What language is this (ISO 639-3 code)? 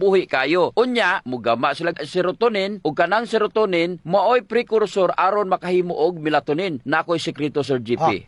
ceb